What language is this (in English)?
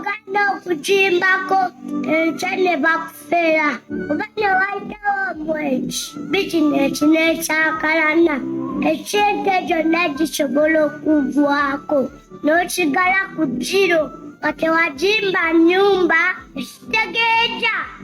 Ganda